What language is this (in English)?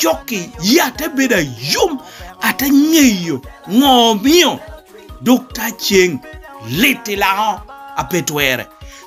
Lango (Uganda)